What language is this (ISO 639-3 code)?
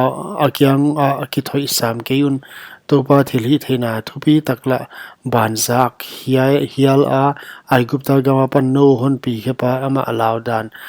pck